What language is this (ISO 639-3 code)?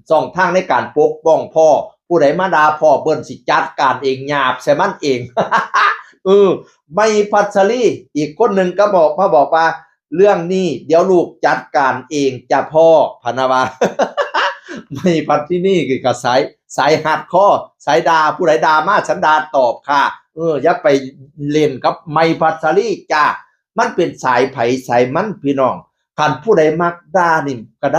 tts